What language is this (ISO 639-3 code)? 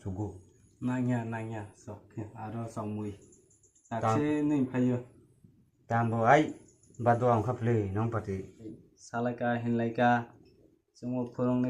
trp